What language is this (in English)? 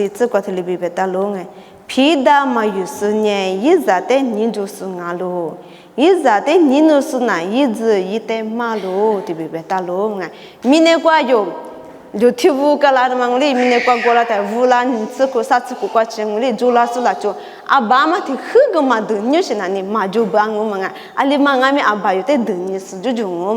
Lisu